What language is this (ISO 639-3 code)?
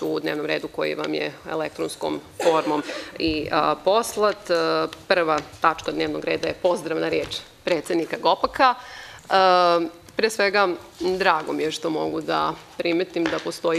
srp